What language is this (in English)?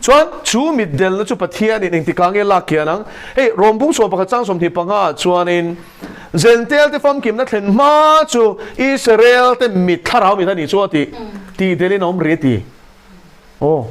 Mizo